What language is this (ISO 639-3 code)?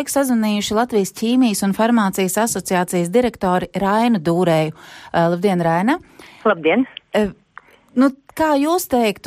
lav